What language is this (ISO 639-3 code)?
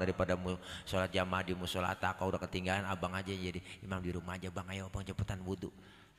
bew